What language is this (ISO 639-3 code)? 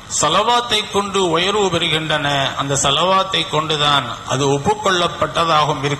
tam